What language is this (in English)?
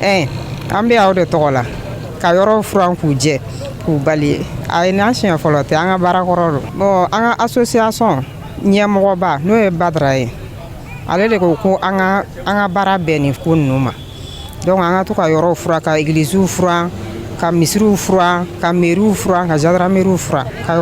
Bambara